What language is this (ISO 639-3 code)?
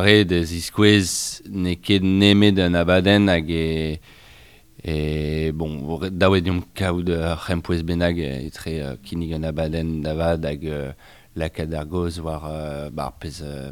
bre